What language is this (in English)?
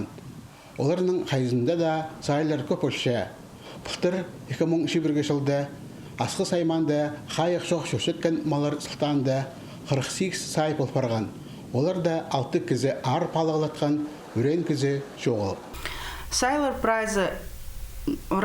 Khakas